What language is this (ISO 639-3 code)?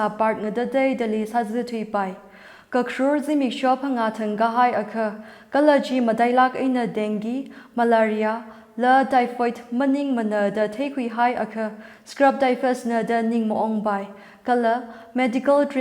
nmf